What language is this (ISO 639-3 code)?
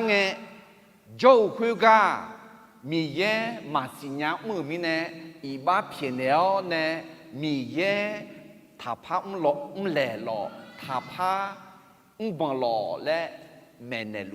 ahk